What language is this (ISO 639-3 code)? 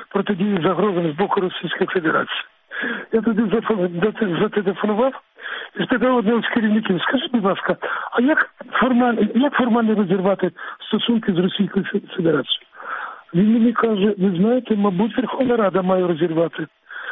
ukr